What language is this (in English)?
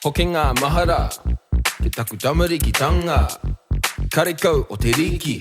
Māori